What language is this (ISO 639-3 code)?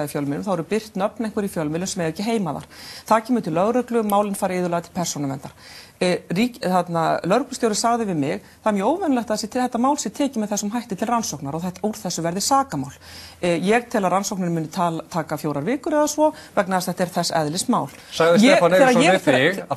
isl